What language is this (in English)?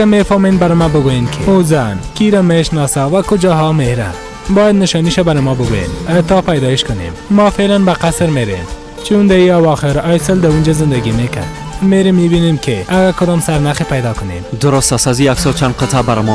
Persian